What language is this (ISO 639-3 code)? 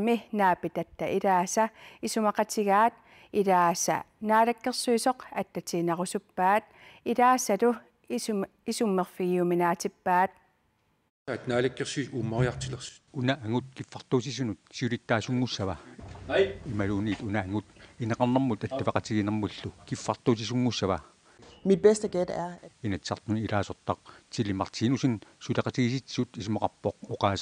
kal